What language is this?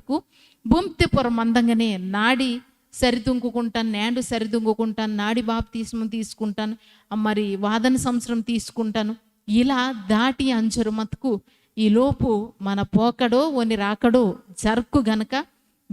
Koya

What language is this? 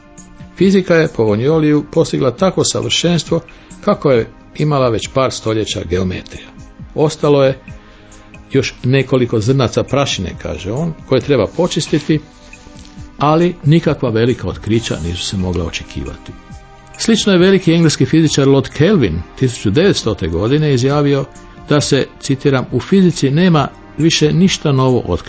Croatian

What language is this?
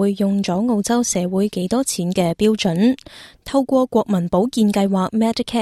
Cantonese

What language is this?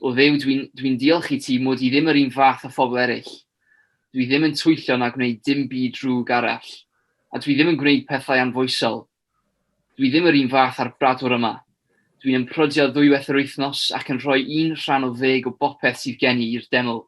Welsh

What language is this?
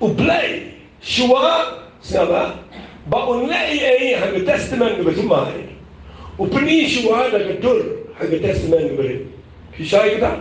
Khasi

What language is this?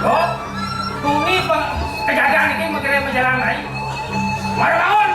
Balinese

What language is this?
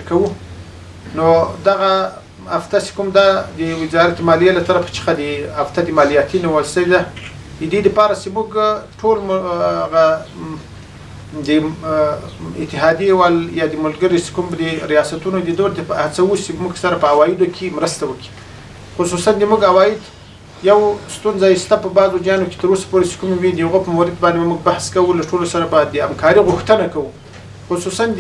Pashto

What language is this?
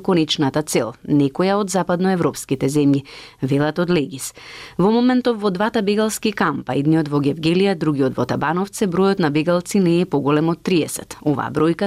Macedonian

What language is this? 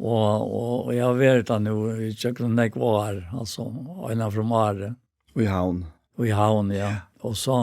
Faroese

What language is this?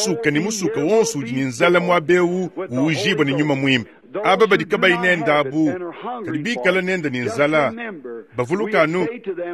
Luba-Lulua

